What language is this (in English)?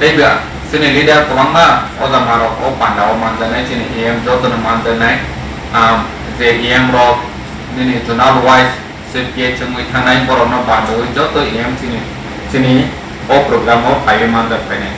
Kok Borok